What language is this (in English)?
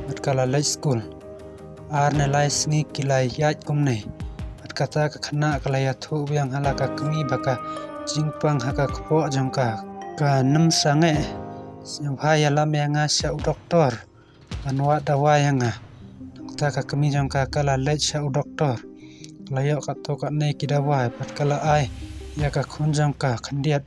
Khasi